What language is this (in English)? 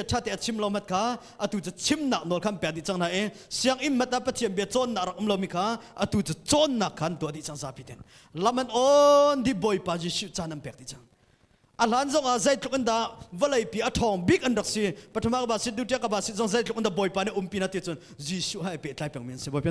Hakha Chin